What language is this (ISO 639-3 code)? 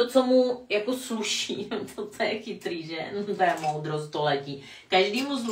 ces